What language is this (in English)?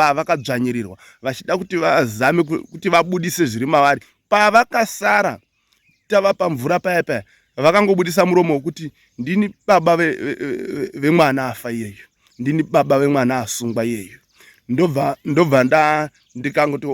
Shona